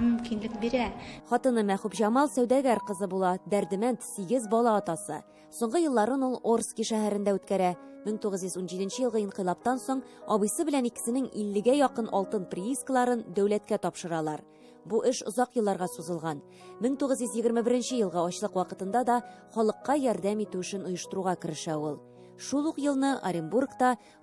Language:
Tatar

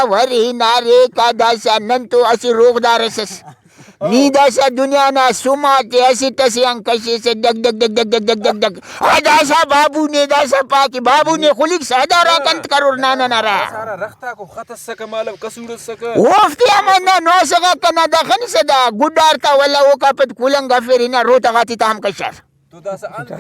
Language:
Brahui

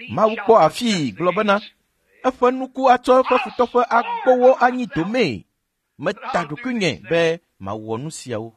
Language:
Ewe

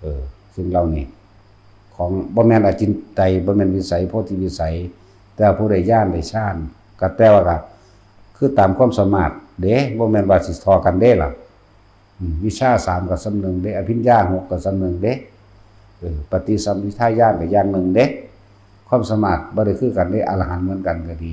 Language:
Northeastern Thai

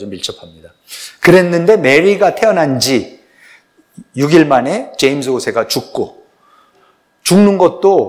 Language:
Korean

